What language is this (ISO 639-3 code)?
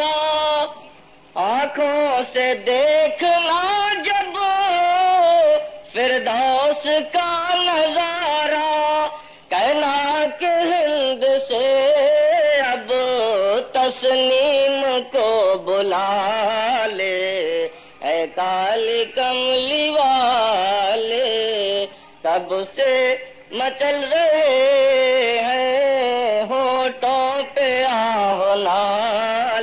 urd